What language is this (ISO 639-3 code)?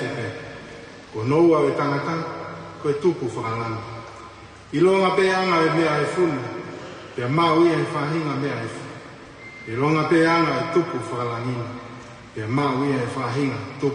ton